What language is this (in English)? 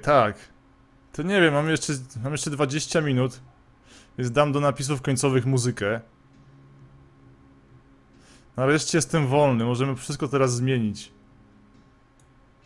Polish